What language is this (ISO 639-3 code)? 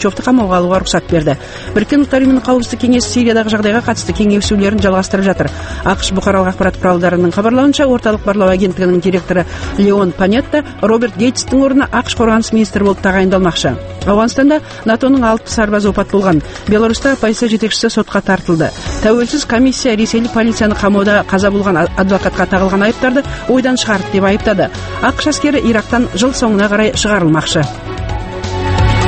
kaz